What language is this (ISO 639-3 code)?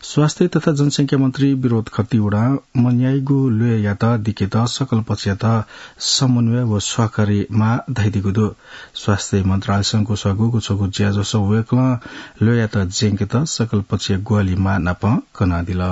new